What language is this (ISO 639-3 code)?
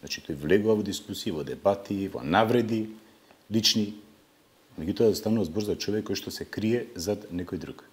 mkd